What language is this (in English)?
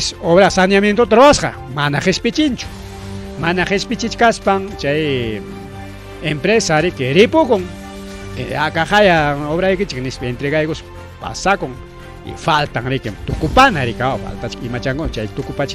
Ayacucho Quechua